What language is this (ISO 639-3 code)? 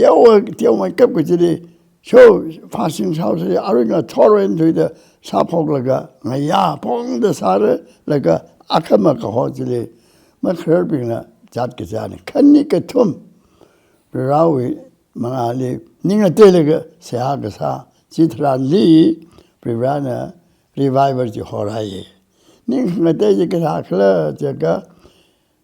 nmf